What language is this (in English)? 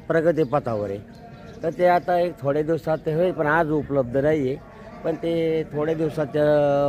Marathi